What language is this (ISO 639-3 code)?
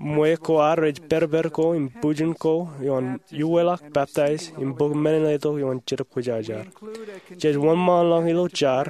mah